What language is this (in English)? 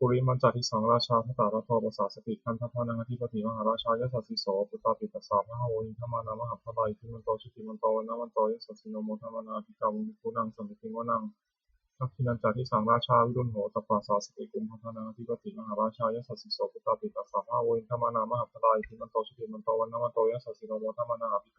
Pali